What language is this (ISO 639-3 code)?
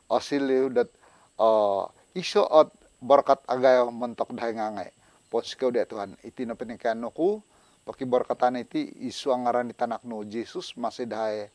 dtp